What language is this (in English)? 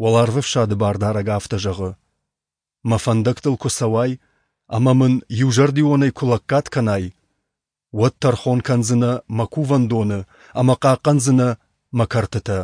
Ossetic